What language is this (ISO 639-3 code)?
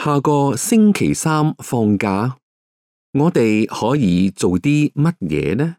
yue